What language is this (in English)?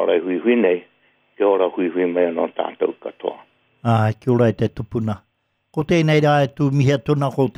Māori